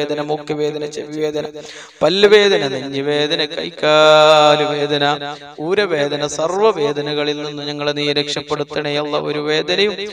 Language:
Malayalam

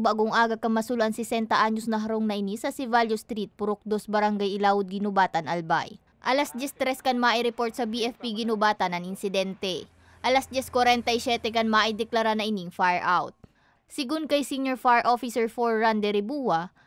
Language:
Bikol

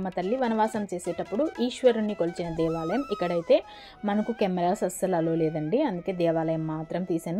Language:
Telugu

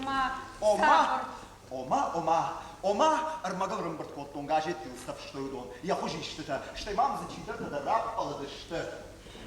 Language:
Ossetic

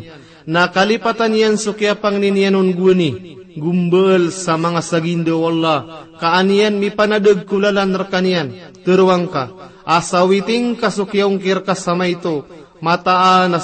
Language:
Maranao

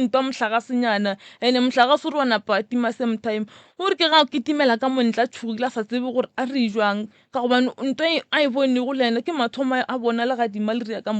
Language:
Northern Sotho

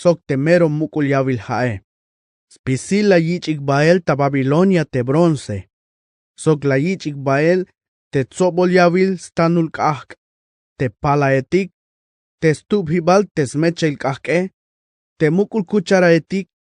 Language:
Tzeltal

